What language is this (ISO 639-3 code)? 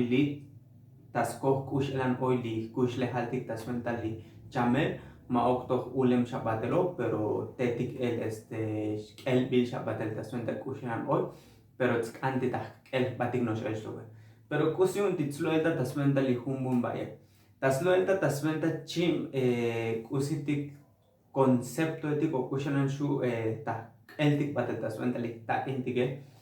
tzo